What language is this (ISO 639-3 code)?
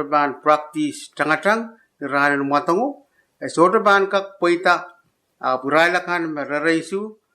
pon